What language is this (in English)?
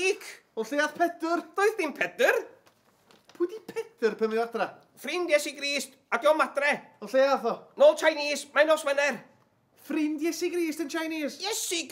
Welsh